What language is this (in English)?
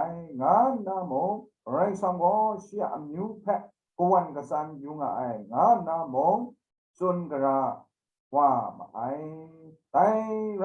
Kachin